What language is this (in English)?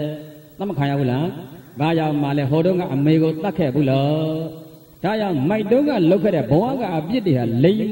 Burmese